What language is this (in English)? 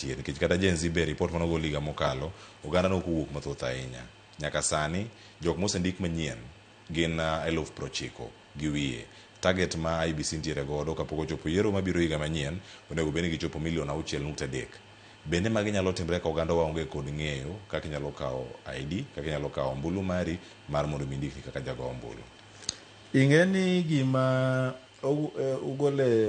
Luo (Kenya and Tanzania)